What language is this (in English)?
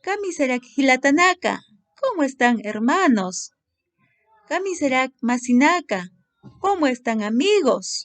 Aymara